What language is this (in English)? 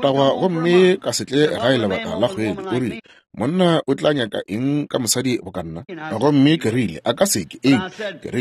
Northern Sotho